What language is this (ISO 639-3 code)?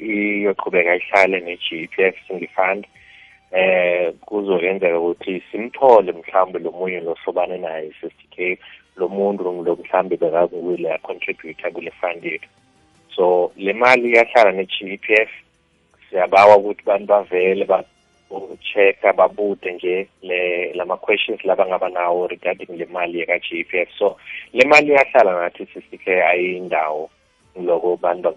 nbl